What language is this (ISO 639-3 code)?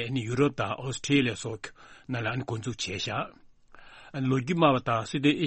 bod